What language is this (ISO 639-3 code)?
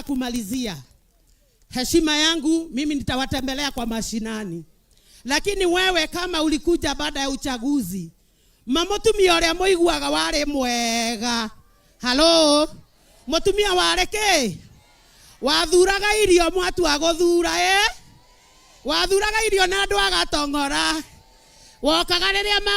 kik